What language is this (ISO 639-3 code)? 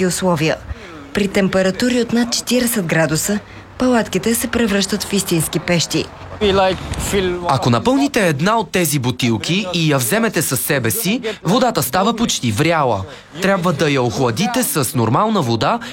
bul